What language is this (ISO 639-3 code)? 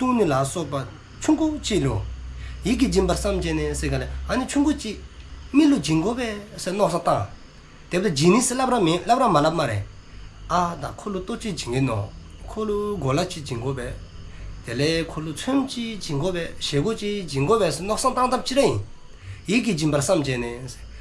dzo